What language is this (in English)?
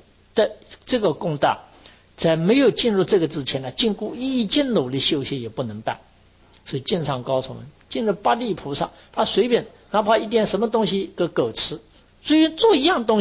Chinese